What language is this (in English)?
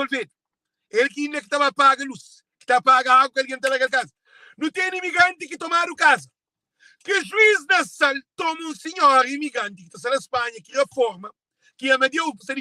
Kabuverdianu